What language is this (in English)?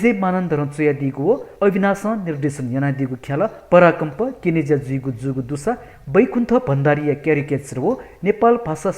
Newari